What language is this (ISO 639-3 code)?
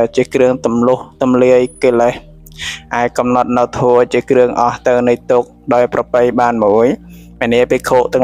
khm